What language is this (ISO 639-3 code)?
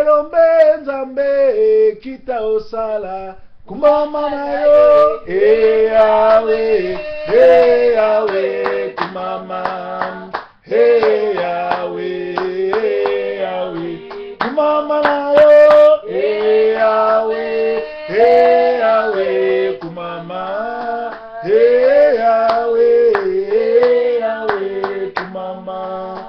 lin